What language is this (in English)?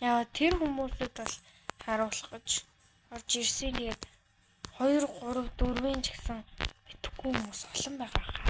Mongolian